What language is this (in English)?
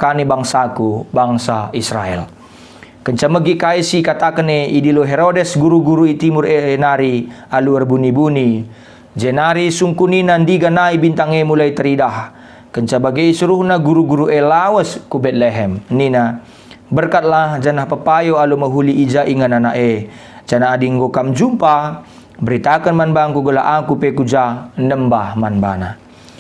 Batak Karo